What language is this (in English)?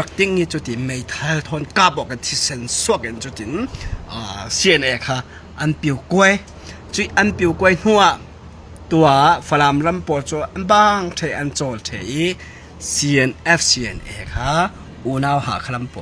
Falam Chin